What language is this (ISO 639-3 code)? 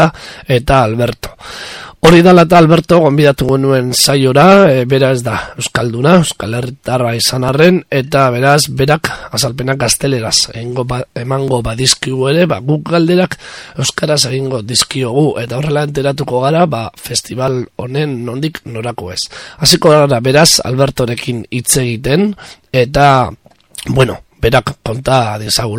eus